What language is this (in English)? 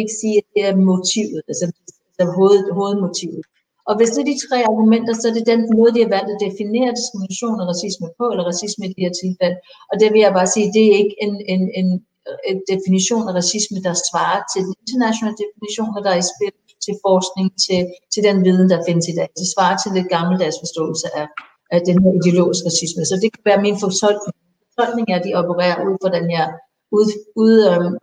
Danish